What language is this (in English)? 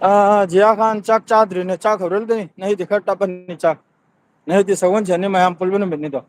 Manipuri